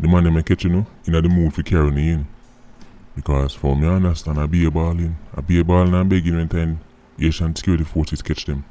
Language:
Jamaican Creole English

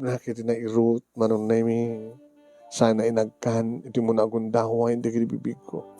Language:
Iloko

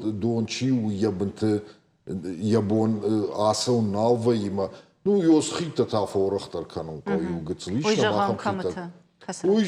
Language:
Ossetic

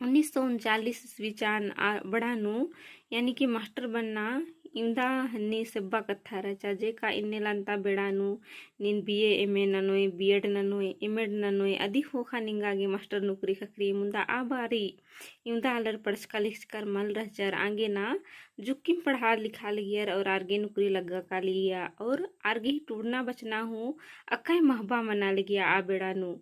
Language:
Kurukh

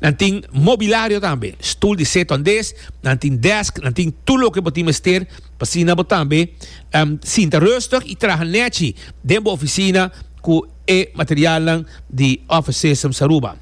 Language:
Papiamento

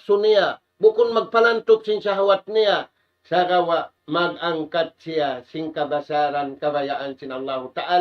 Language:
Tausug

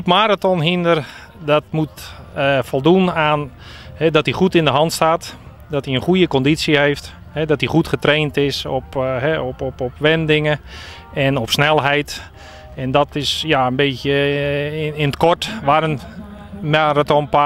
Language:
Western Frisian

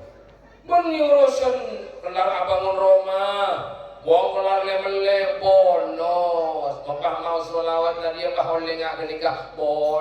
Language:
Madurese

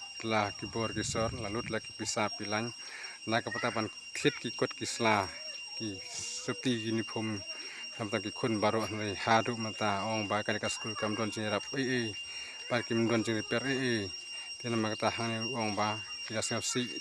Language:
Khasi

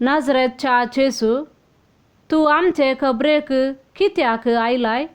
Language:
Konkani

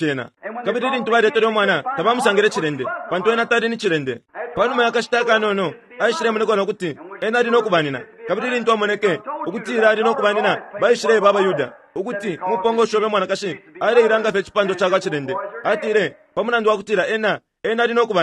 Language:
Bemba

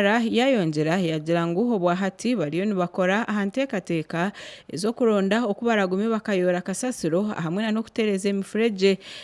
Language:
Nyankole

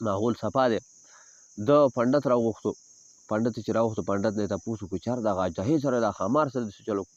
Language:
Pashto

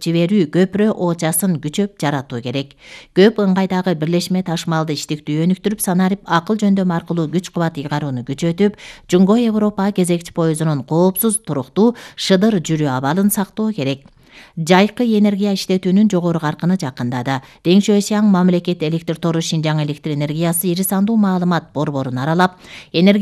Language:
Kyrgyz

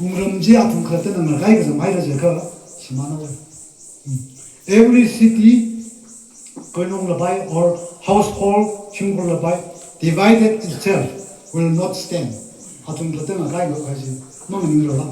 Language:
Tangkhul Naga (India)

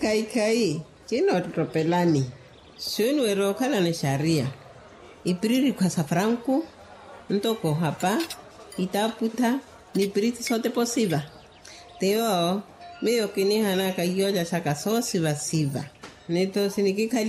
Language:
Makhuwa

